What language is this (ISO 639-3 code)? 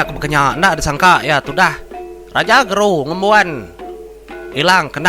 iba